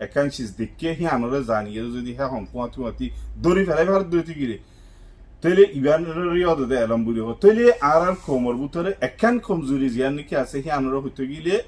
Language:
Rohingya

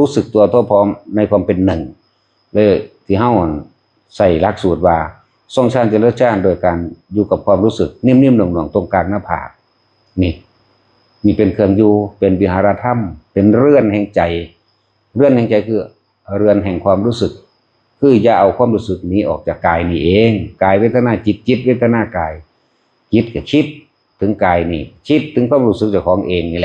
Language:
Northeastern Thai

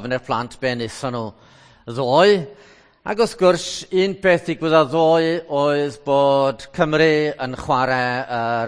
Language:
Welsh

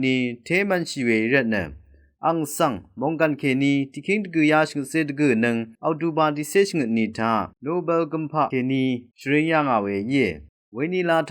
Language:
Rawang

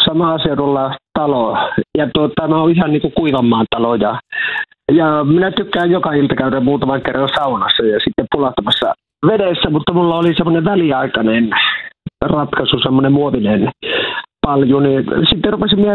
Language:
Finnish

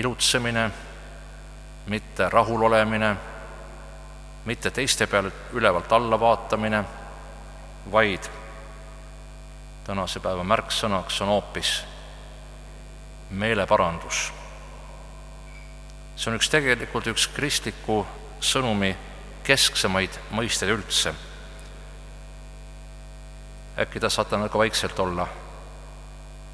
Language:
Estonian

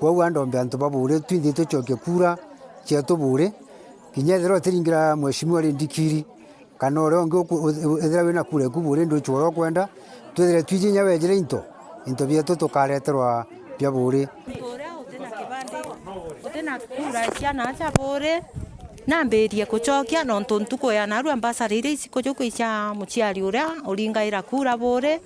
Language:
Meru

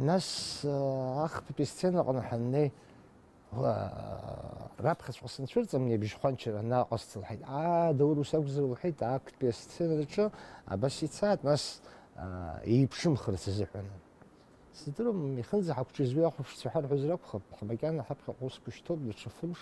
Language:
Abkhazian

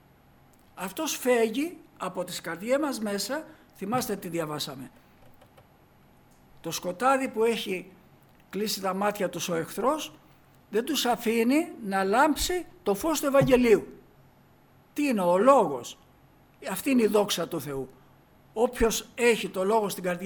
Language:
Greek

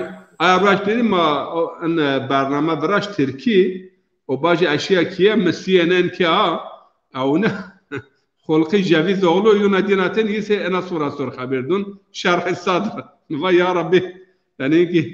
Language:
Zaza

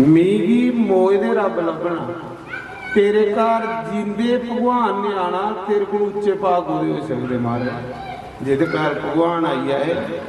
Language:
Dogri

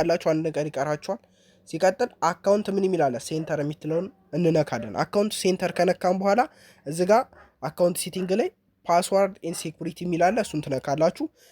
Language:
Amharic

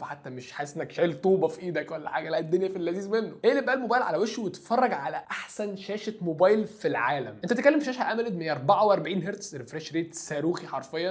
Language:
Egyptian Arabic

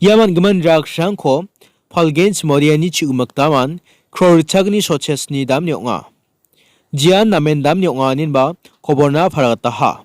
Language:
Garo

